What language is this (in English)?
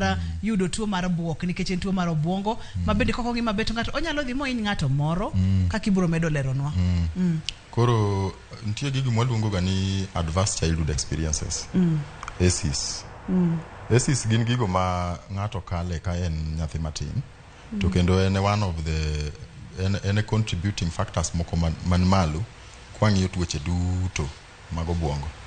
Luo (Kenya and Tanzania)